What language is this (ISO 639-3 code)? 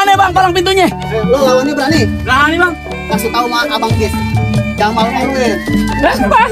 bew